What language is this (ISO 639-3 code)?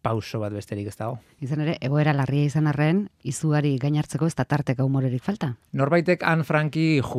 eus